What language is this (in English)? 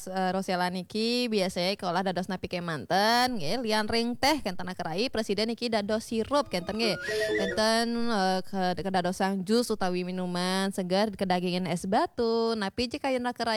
Balinese